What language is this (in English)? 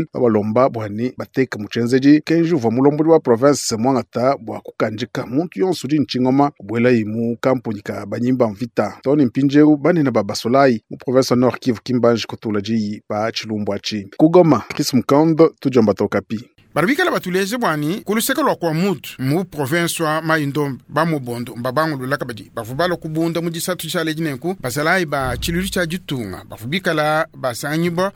Luba-Lulua